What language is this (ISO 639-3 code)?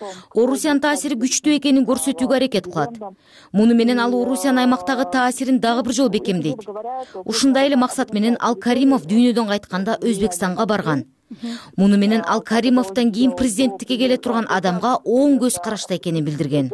kir